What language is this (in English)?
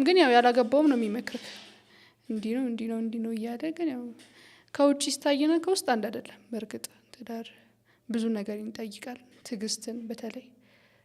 Amharic